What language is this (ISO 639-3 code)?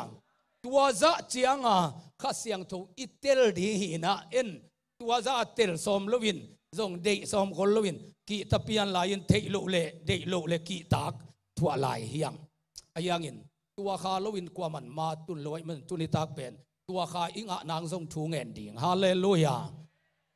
ctd